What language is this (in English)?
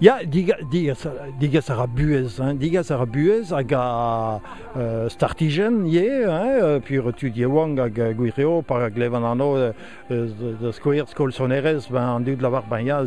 Breton